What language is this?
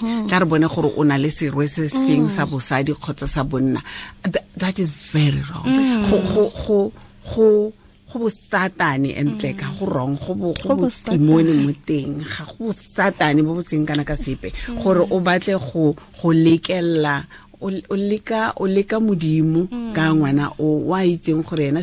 Tswana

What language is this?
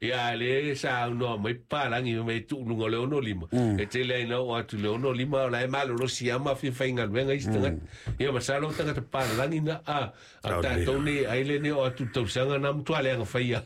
Samoan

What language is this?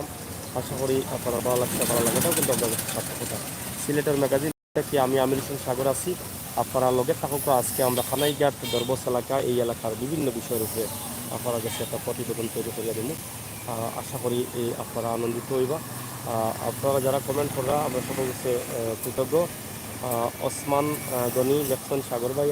Sylheti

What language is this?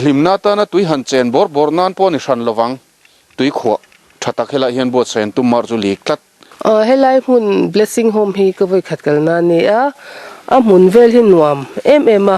Mizo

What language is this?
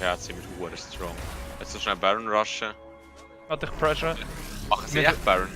Swiss German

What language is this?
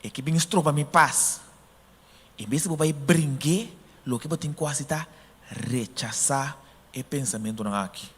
Papiamento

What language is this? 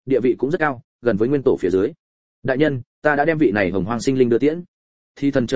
Vietnamese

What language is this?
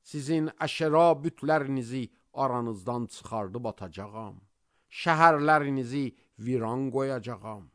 Azerbaijani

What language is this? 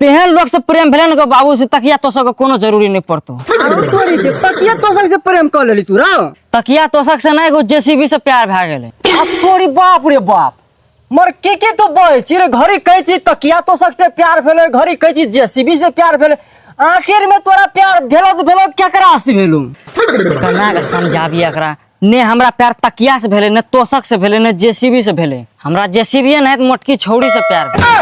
Maithili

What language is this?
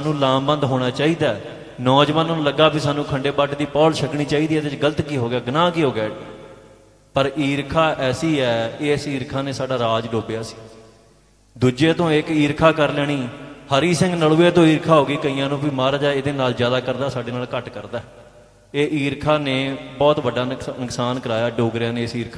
Punjabi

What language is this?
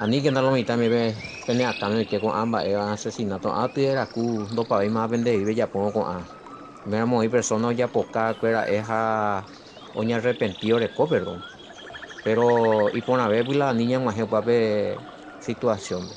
Guarani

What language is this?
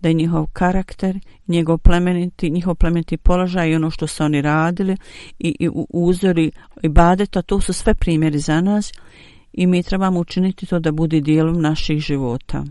Bosnian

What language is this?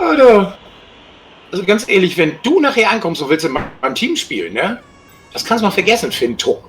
Swiss German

